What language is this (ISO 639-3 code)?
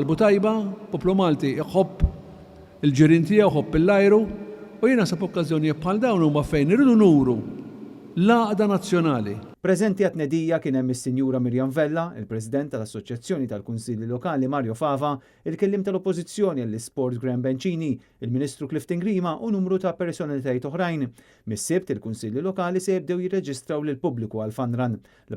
mlt